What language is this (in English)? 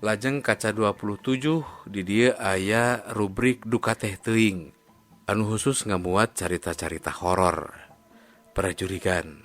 Sundanese